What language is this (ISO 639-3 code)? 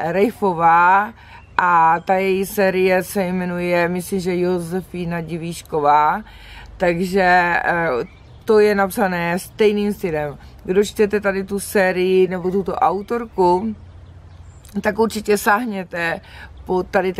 ces